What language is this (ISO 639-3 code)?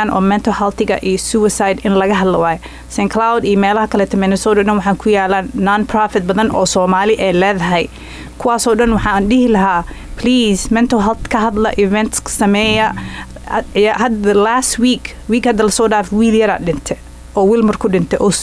som